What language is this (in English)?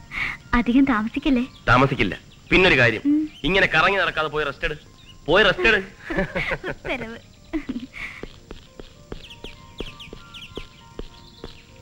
Malayalam